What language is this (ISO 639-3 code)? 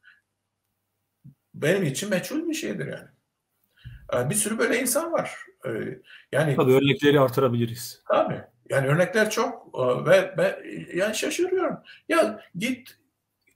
tur